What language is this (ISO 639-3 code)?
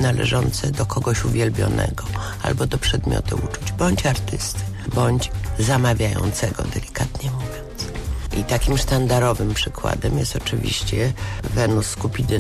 pol